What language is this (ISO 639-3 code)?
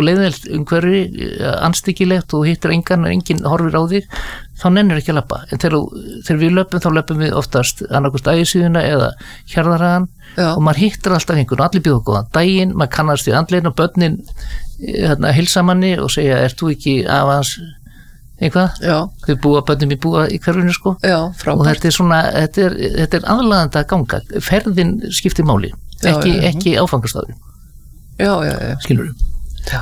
isl